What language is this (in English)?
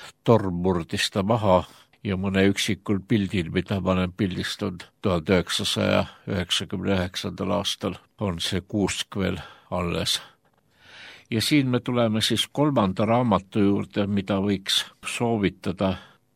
Estonian